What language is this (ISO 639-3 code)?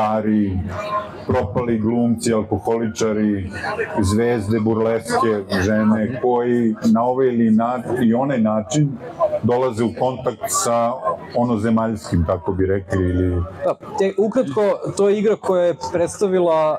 srp